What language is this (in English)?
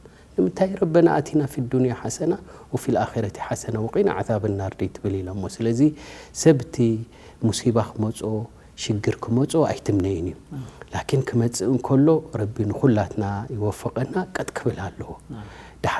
Tigrinya